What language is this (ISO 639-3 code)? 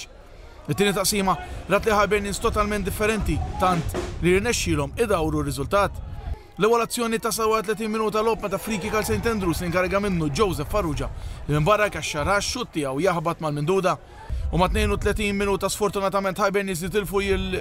mlt